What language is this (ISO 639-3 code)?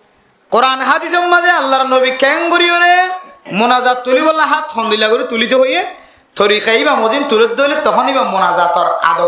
rhg